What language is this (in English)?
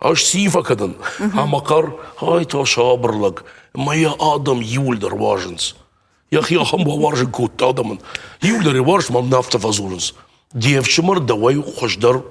Ossetic